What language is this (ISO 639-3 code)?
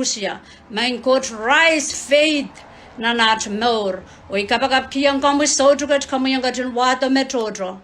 pon